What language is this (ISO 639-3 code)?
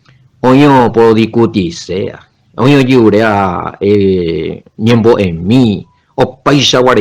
grn